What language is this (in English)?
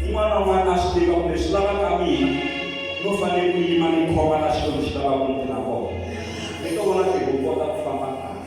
Tsonga